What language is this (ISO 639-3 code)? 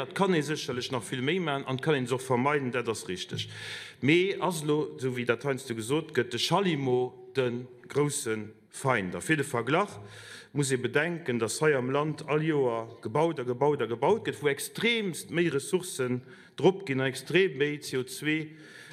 ltz